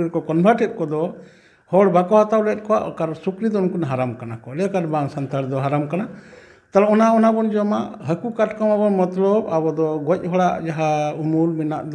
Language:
Santali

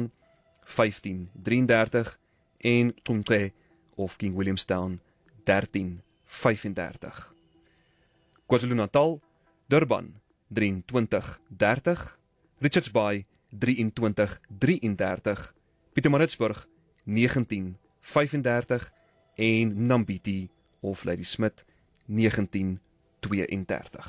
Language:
Afrikaans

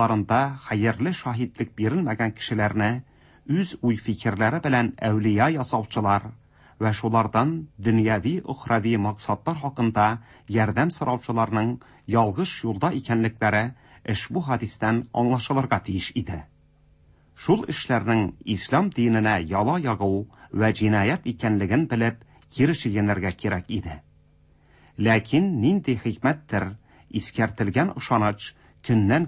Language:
Tatar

